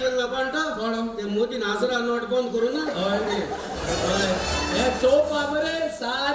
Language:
Konkani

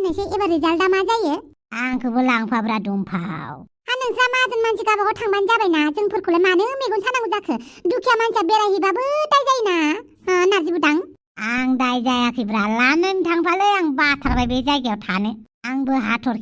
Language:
Bodo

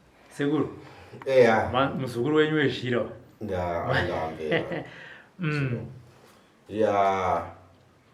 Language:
Shona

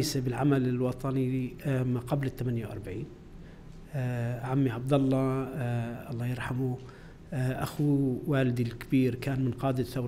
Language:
North Levantine Arabic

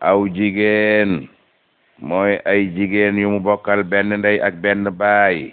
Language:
Wolof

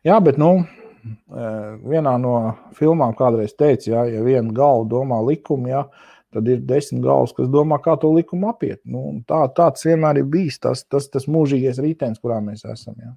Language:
Latvian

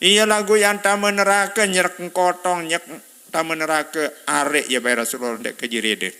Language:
Sasak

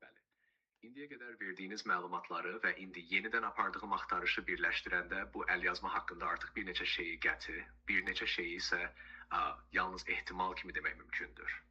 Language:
South Azerbaijani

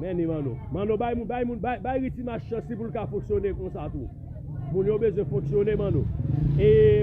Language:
Haitian Creole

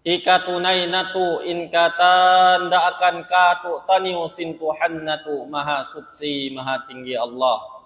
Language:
Tausug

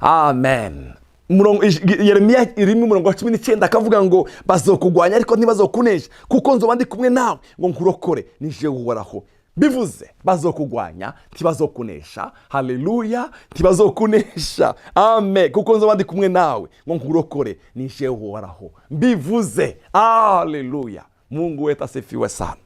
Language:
Rundi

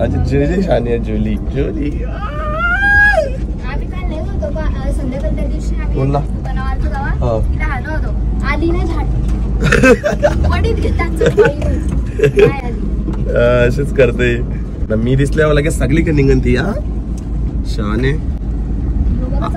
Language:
Marathi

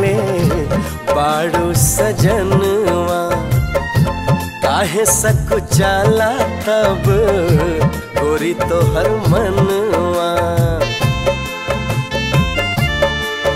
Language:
Bhojpuri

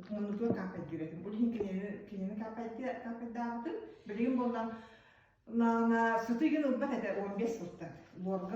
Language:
Yakut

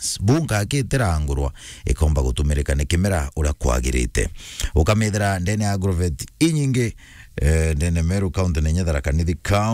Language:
Meru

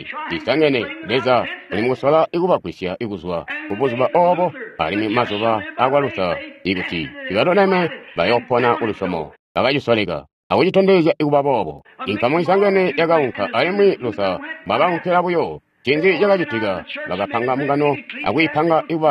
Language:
Tonga (Zambia)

